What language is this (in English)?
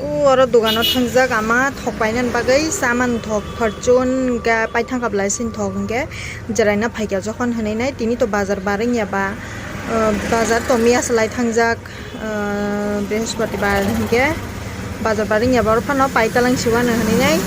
Kok Borok